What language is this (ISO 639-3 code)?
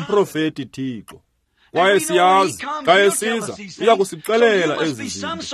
xho